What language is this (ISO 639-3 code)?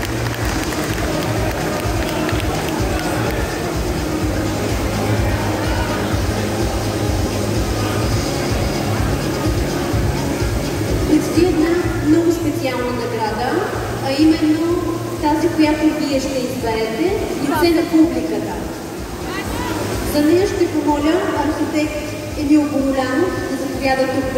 bul